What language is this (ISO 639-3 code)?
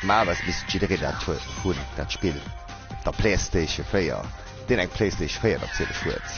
ltz